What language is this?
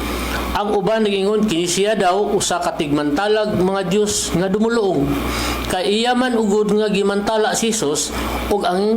Cebuano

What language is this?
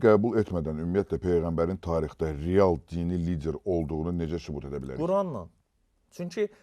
Azerbaijani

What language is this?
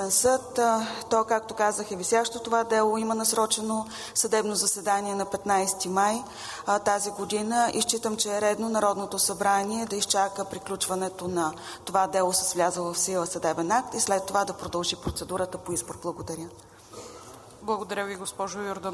Bulgarian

